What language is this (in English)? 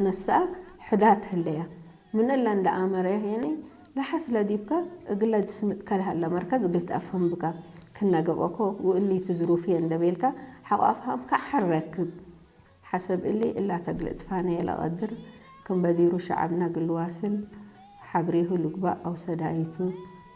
Tigre